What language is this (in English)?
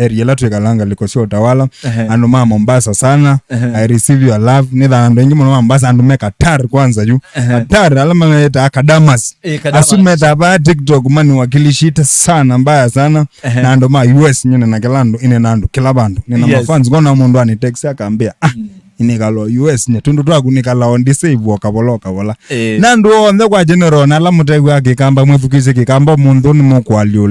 Kamba